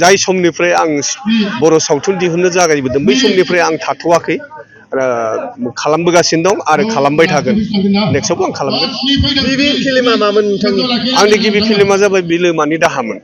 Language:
Bodo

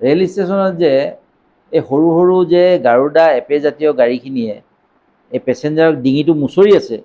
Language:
Assamese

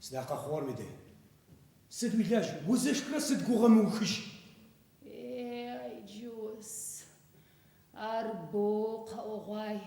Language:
Adyghe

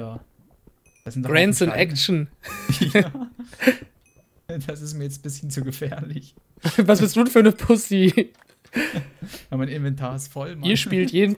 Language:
German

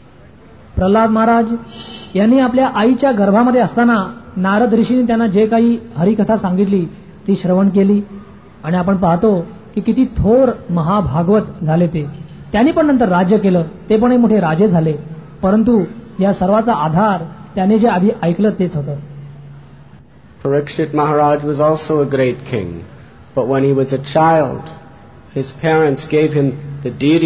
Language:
Marathi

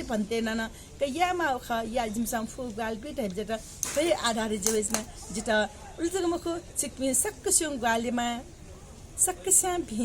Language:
Newari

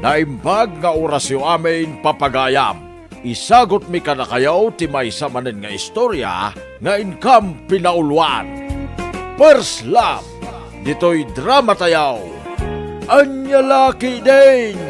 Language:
Iloko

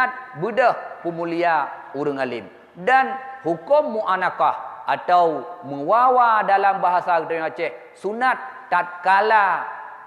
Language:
Achinese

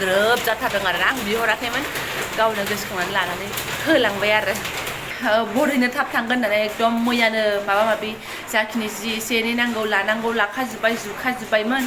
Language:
Bodo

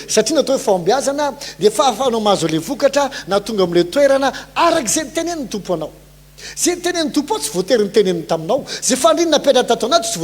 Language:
Malagasy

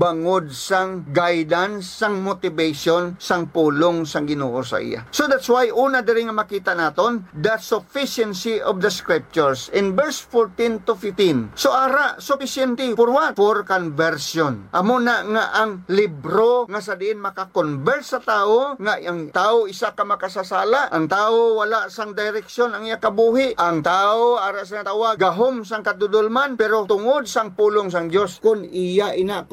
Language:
Hiligaynon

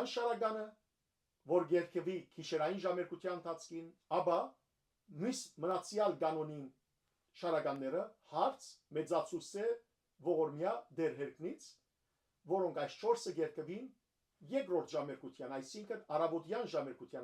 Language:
Western Armenian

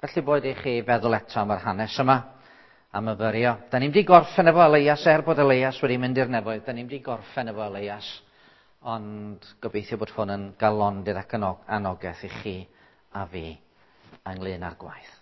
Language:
Welsh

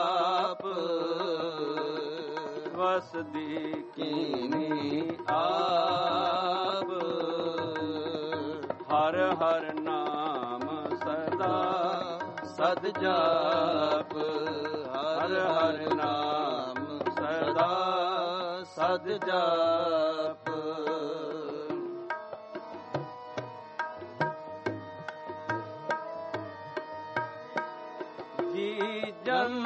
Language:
Punjabi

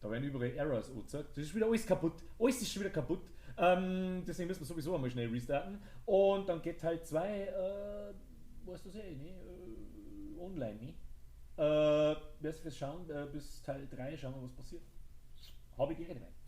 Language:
Bavarian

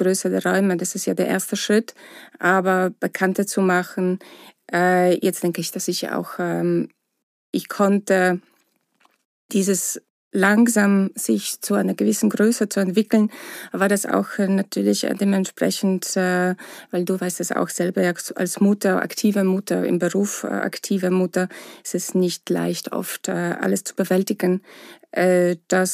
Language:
German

